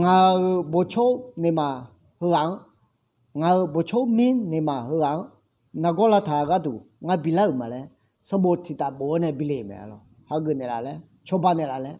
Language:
Akha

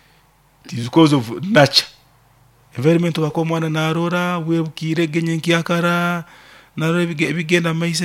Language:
Nyankole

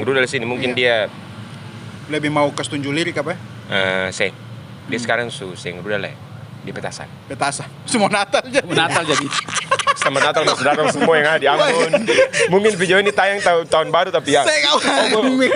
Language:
Ambonese Malay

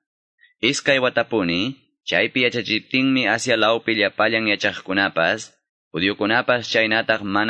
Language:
Quechua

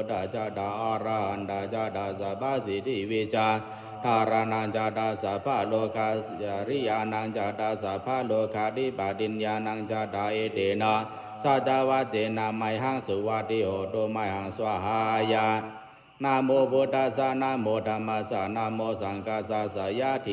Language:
Pali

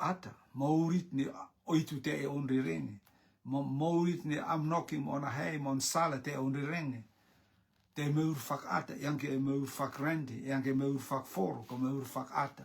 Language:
Rotuman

